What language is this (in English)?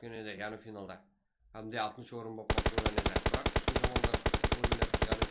Kara-Kalpak